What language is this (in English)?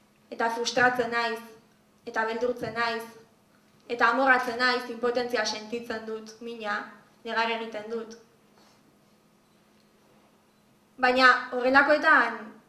Basque